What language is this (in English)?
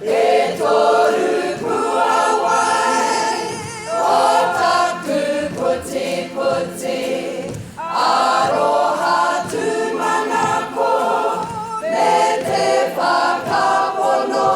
Māori